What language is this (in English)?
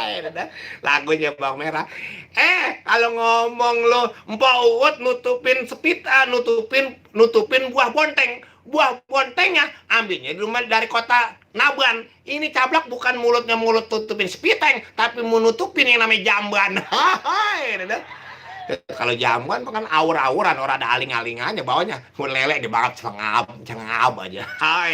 Betawi